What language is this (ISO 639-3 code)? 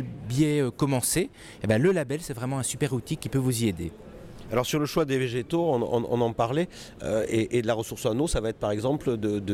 fra